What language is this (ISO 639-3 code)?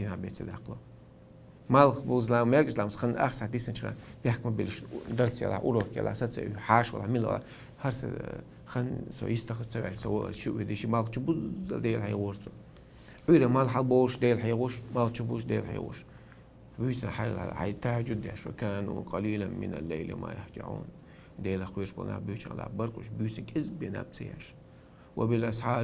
che